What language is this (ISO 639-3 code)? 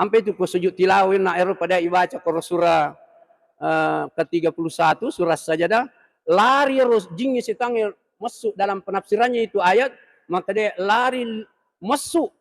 bug